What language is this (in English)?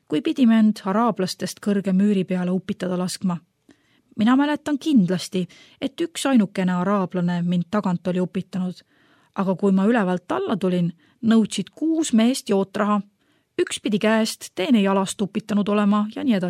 Estonian